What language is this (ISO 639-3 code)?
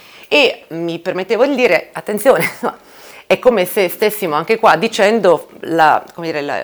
ita